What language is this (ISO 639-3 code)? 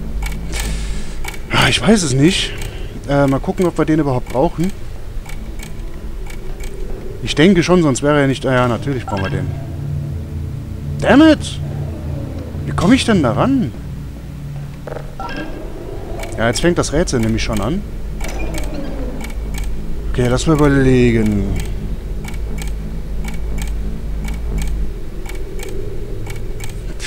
deu